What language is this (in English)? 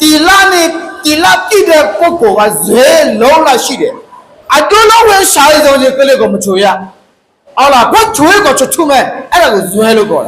Akha